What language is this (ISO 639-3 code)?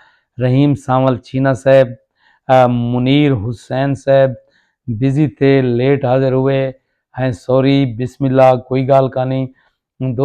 skr